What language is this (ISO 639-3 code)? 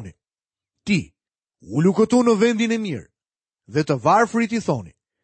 sqi